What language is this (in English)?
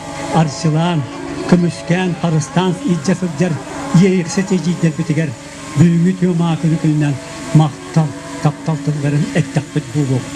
Yakut